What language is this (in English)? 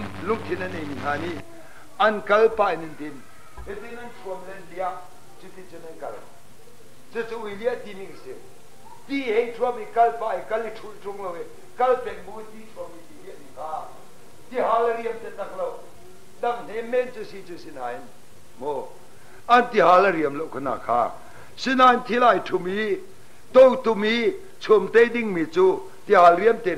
Hakha Chin